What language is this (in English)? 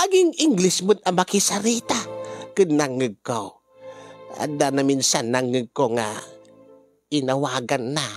Iloko